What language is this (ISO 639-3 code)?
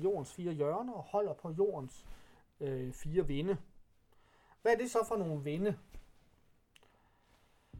dan